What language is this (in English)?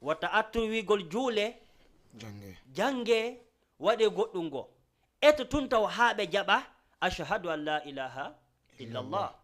Fula